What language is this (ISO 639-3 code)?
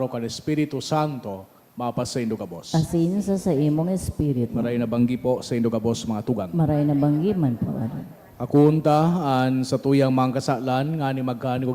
bik